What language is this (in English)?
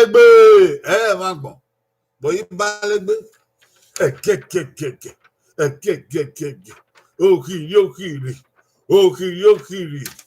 Bini